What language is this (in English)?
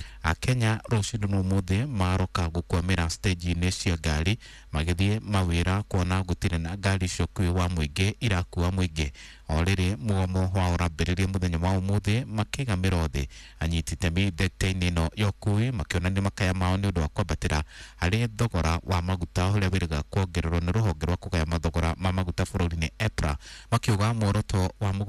Kikuyu